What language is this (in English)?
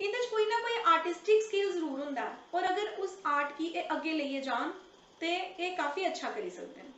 Dogri